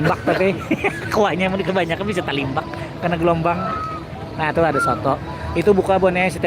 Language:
Banjar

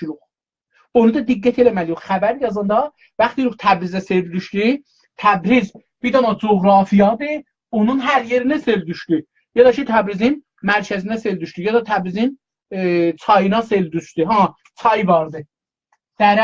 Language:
South Azerbaijani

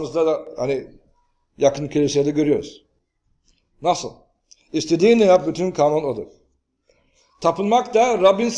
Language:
Turkish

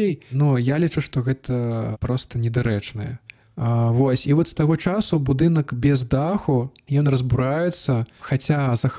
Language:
Belarusian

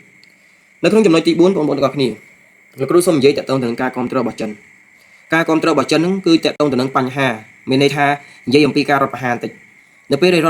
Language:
Khmer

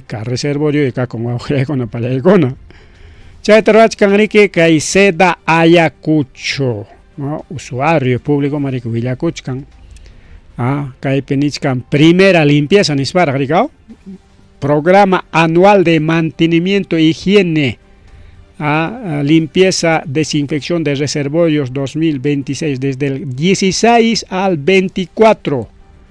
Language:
Ayacucho Quechua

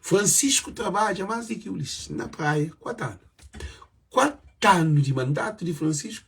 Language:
Kabuverdianu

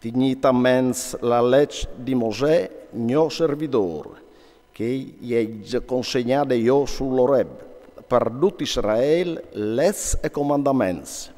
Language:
Friulian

